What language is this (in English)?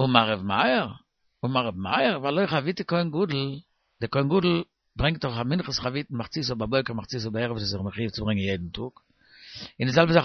Yiddish